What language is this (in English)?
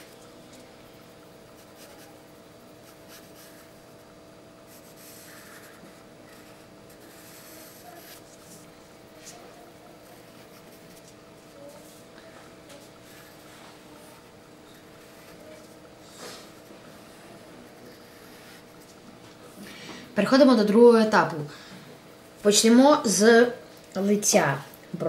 Ukrainian